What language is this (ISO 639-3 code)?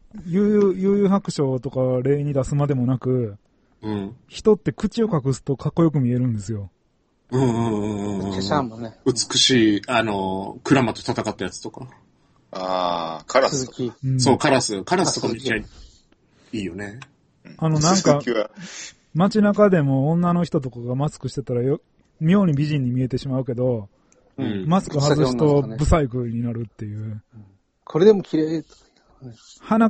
jpn